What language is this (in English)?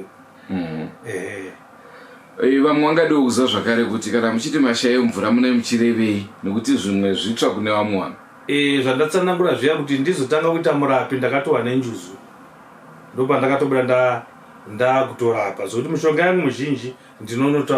Shona